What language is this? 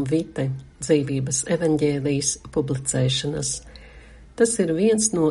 Latvian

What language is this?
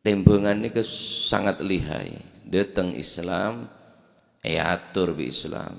Madurese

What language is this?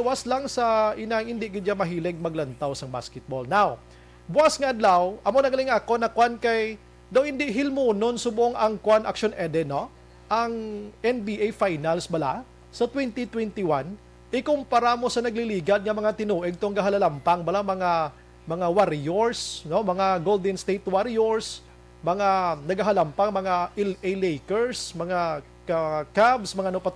Hiligaynon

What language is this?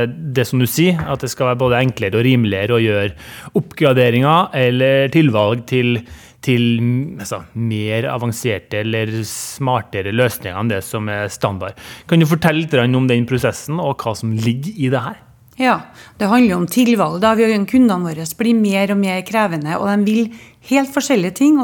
Norwegian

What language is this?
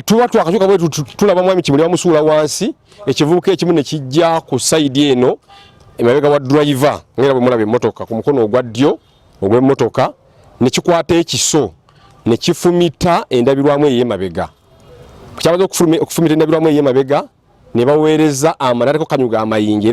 Ganda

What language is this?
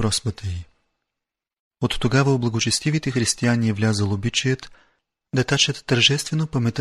Bulgarian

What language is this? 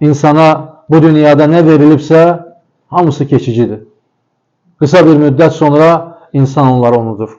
Azerbaijani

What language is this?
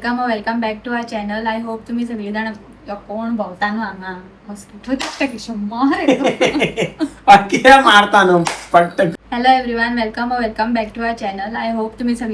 Konkani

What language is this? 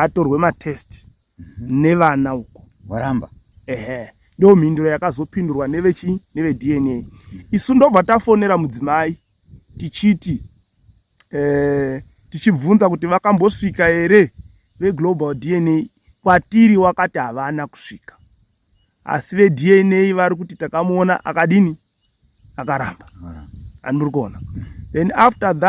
Shona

